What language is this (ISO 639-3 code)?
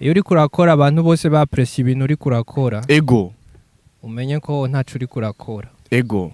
run